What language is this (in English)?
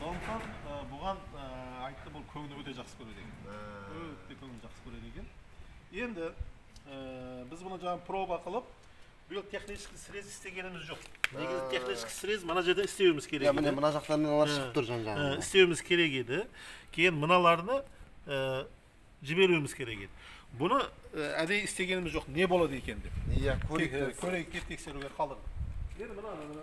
Kazakh